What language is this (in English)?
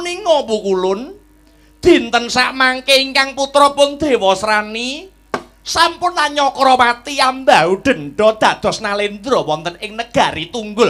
Javanese